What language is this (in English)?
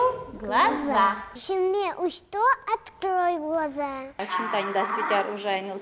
Udmurt